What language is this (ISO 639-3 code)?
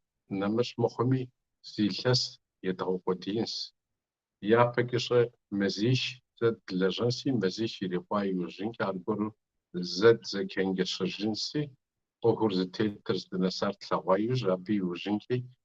kbd